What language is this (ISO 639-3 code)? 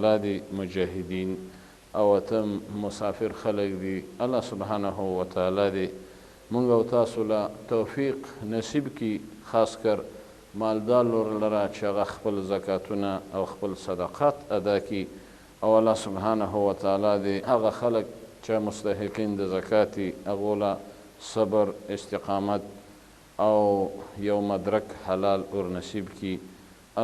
pus